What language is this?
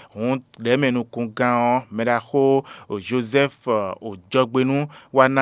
Fon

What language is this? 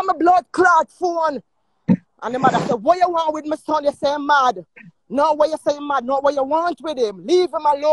Jamaican Creole English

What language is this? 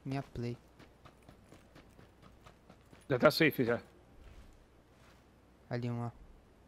Portuguese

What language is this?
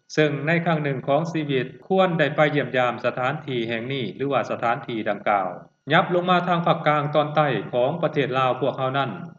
Lao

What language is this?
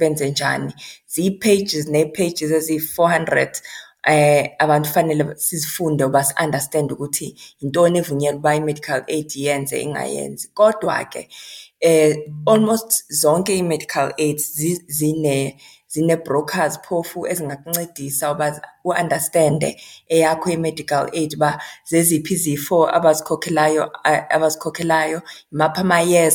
Xhosa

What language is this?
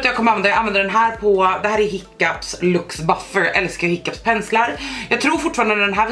Swedish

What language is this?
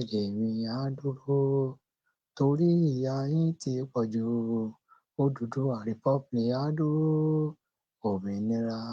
Yoruba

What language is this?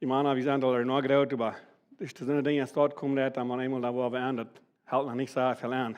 Plautdietsch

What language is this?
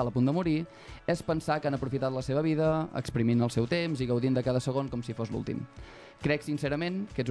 Catalan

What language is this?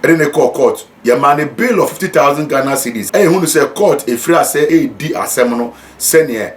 Akan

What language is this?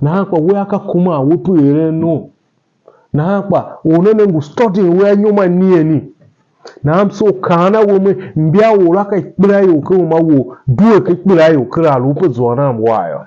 Tiv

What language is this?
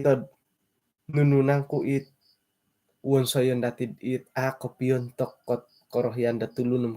Central Dusun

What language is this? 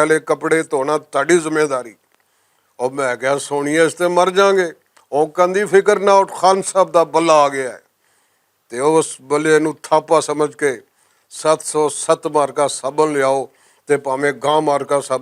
Western Panjabi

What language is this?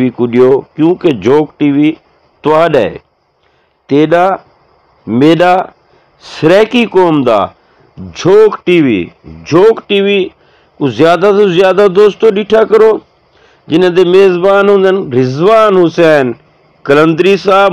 Saraiki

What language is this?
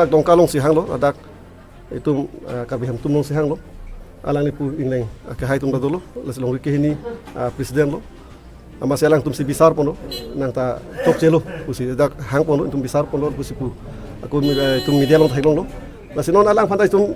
Karbi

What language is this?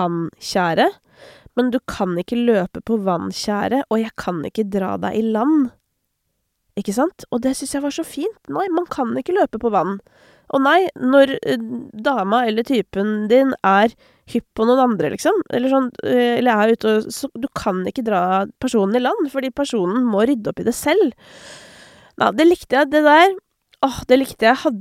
Norwegian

